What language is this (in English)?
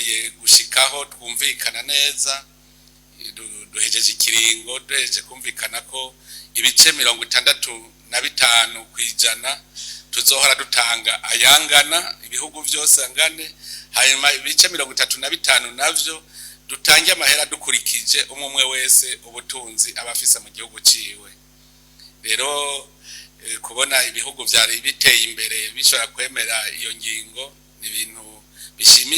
Rundi